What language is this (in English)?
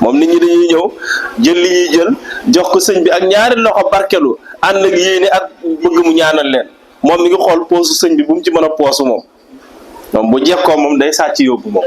Wolof